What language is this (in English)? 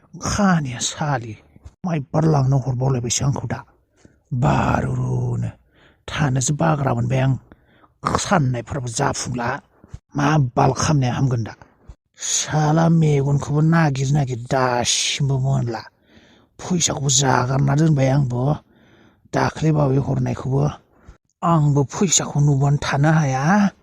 Bodo